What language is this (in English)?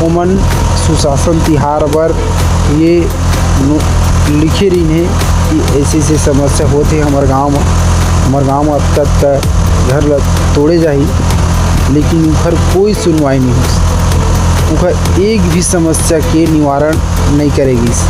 Chhattisgarhi